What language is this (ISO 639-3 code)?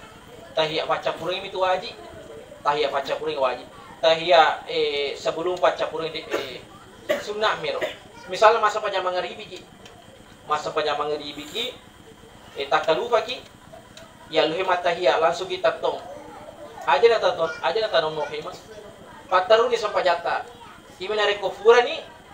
bug